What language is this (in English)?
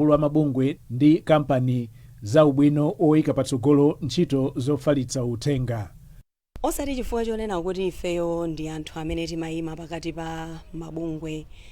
Nyanja